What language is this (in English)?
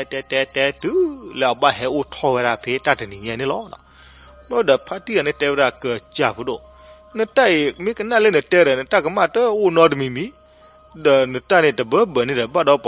S'gaw Karen